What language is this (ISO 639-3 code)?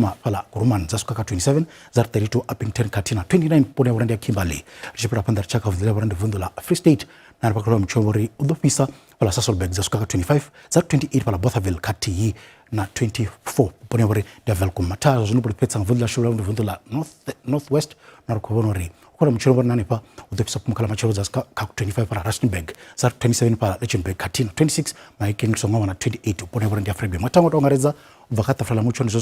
ven